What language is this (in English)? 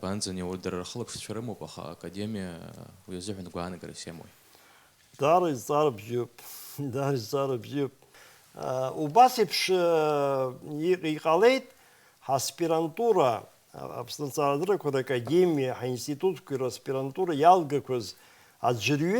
Abkhazian